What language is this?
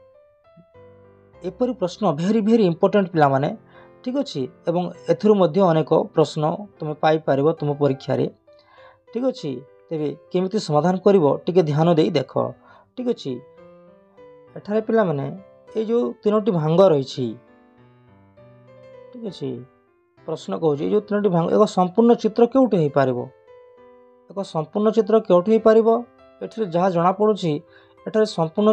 Odia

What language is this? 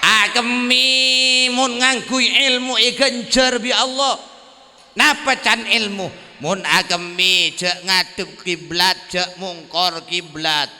Madurese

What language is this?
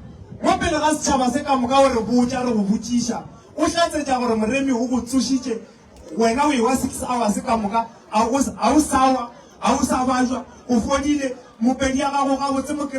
Northern Sotho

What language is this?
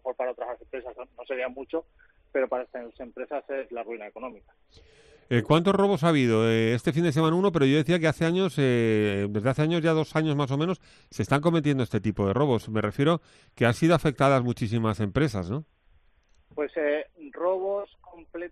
Spanish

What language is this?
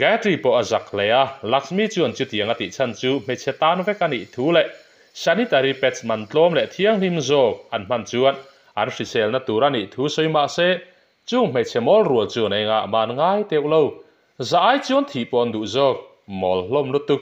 Mizo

